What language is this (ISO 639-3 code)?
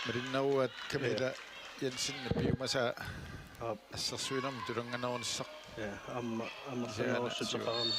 kal